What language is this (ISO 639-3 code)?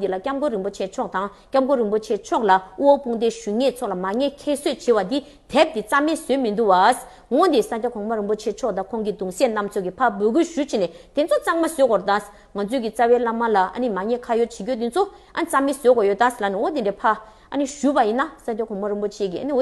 bod